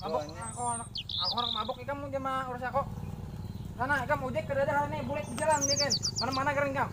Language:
Banjar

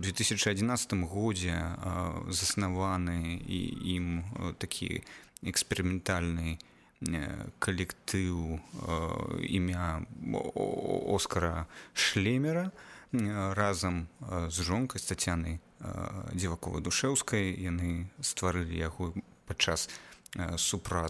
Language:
Belarusian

